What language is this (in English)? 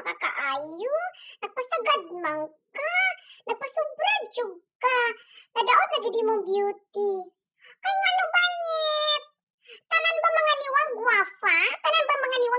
Cebuano